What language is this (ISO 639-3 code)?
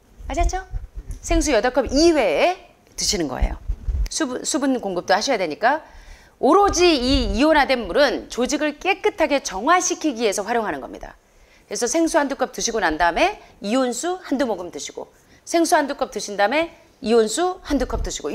kor